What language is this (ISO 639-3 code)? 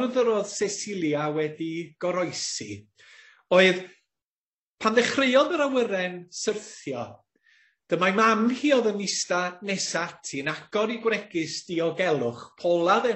cym